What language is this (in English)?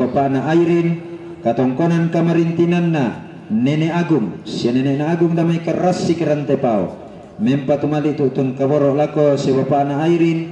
Toraja-Sa'dan